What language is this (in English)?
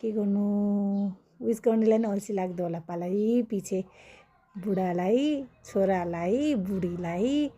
Nepali